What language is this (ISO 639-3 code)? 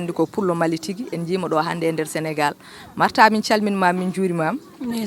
ful